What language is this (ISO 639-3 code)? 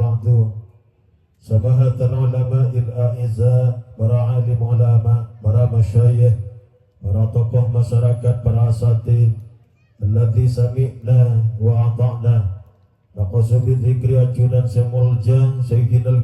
mad